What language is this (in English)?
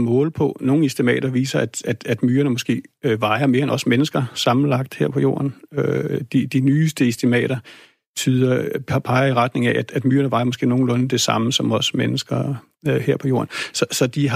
Danish